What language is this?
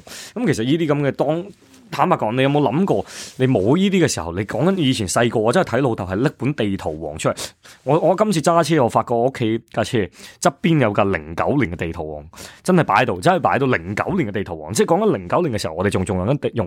Cantonese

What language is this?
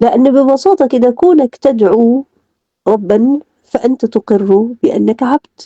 Egyptian Arabic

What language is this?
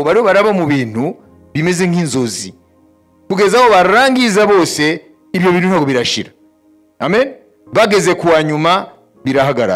Kinyarwanda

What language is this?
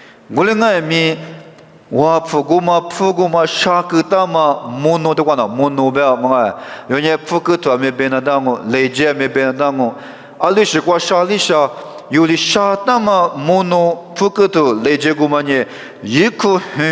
Lisu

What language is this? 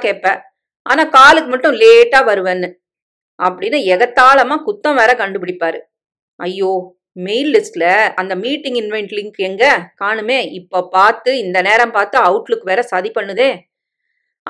Tamil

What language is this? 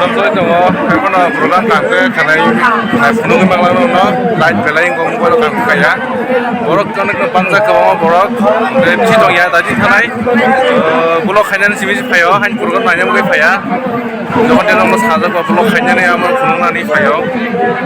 Kok Borok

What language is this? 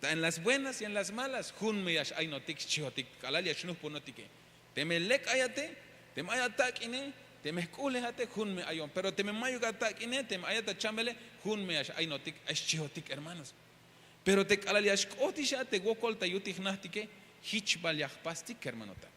Tzeltal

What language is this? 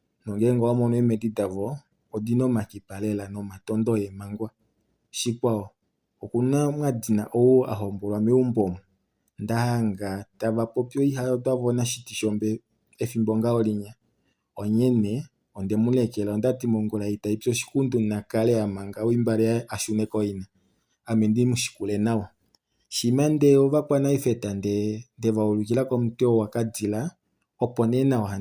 Kuanyama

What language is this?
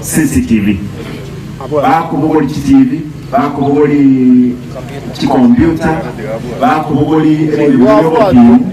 Gusii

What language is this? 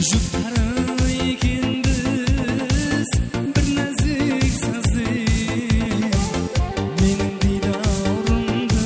Kara-Kalpak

